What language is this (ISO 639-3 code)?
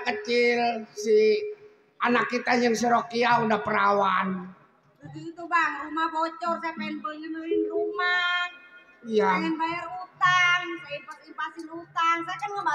bew